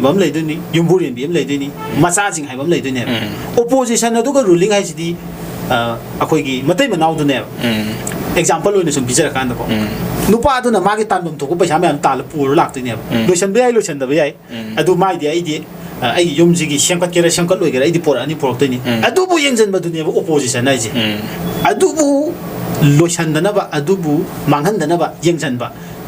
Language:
Manipuri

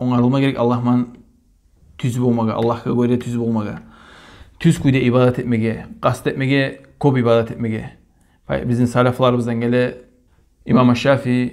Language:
Kumyk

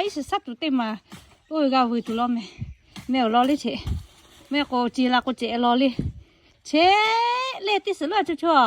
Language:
Lahu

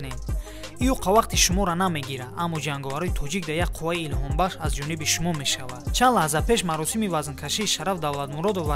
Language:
Tajik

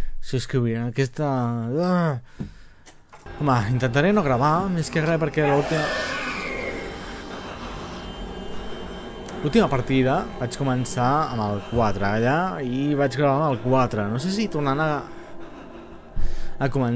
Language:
Catalan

